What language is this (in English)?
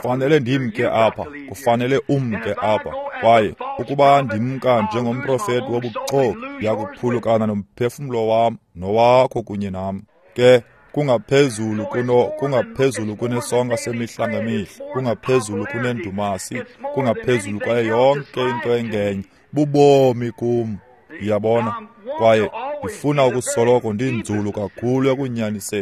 Xhosa